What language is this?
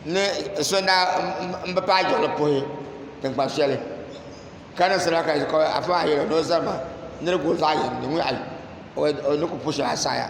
Dagbani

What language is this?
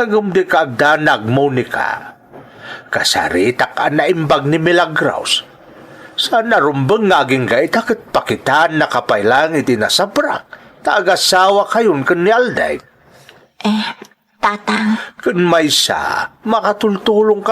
Iloko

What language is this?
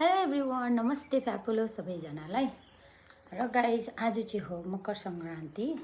Nepali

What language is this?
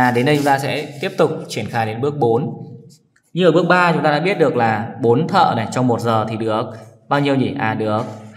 Vietnamese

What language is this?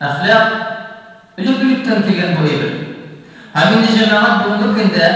Tatar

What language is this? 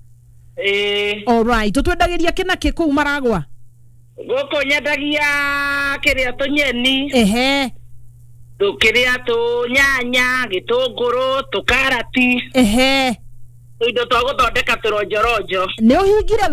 Kikuyu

